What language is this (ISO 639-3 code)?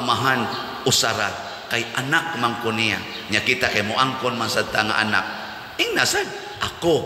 ceb